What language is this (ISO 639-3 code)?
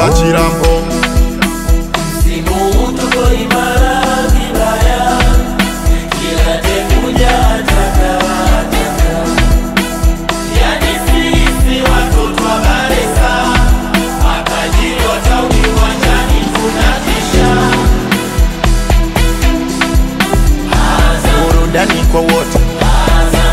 swa